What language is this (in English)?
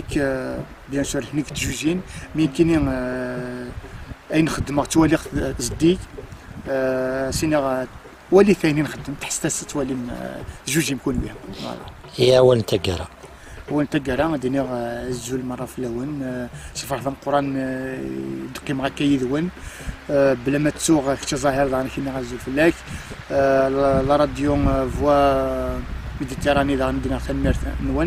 Kabyle